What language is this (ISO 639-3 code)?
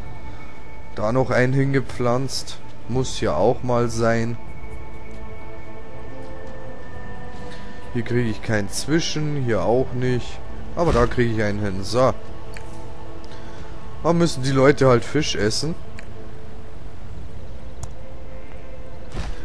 deu